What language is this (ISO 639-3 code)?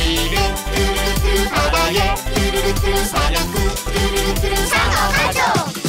kor